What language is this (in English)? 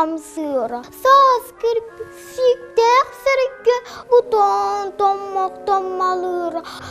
Yakut